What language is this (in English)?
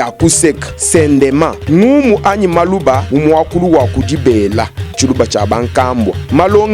Luba-Lulua